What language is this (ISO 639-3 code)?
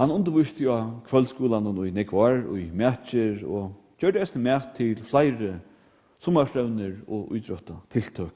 fao